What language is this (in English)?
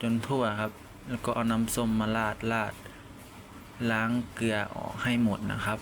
Lao